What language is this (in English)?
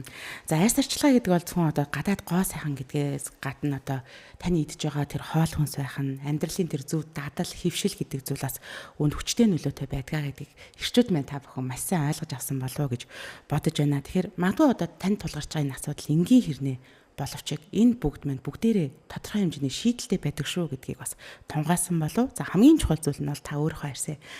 Mongolian